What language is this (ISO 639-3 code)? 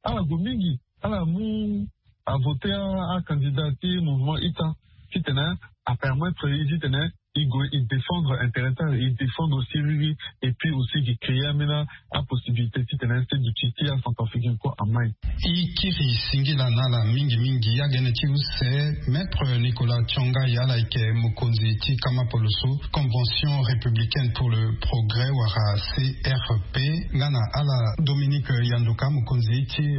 sag